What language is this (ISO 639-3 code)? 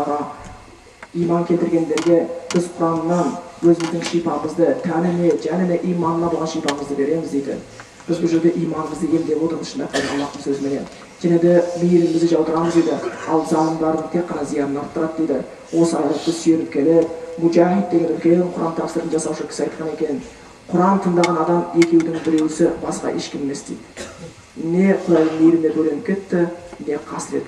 kaz